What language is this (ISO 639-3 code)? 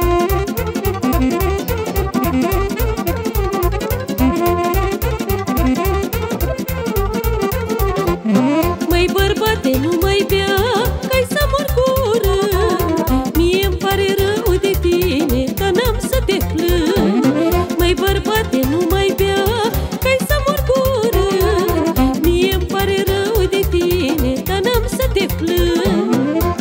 ron